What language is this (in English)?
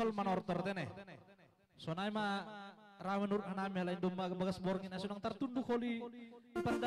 Batak Simalungun